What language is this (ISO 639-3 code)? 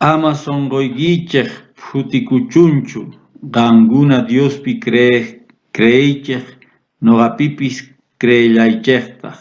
quh